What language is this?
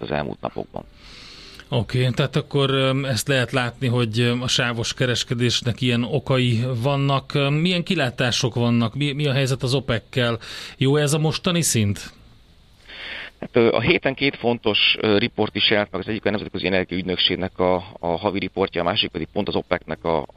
Hungarian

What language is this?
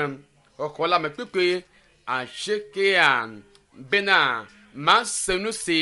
Ewe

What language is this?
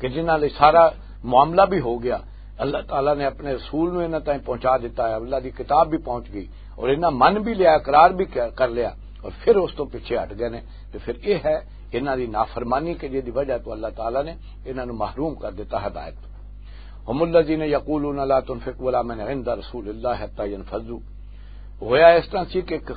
Western Panjabi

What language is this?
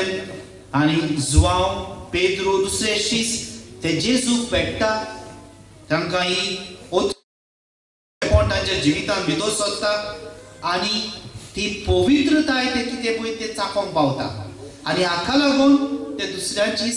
Konkani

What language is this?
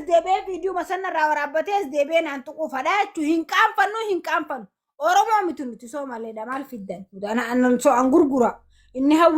Oromo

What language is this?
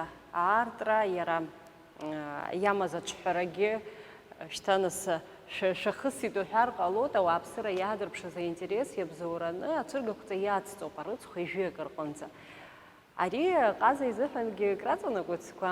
Abkhazian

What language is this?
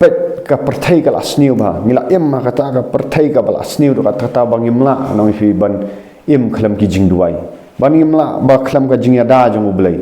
Khasi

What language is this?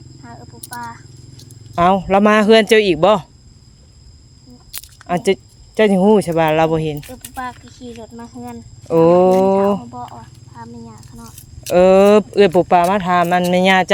Northeastern Thai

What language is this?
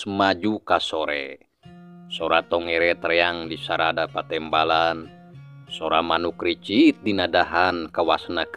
Sundanese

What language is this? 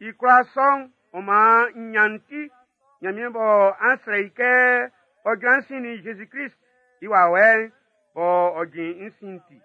Baoulé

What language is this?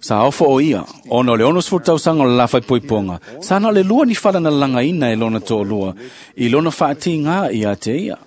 Samoan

